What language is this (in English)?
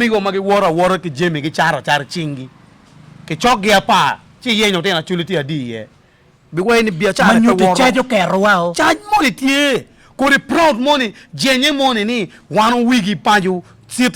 Acoli